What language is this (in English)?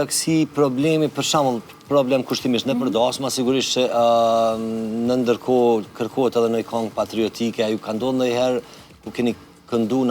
Albanian